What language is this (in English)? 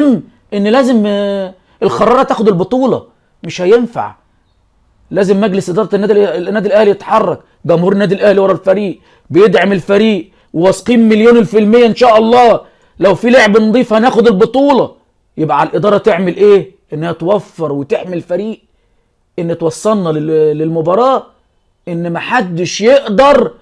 Egyptian Arabic